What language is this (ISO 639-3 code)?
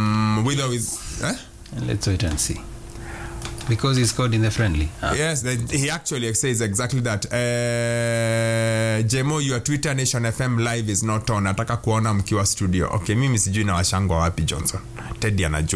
swa